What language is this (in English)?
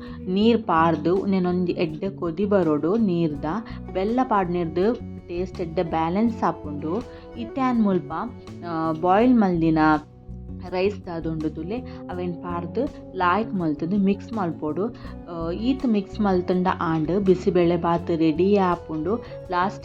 Tulu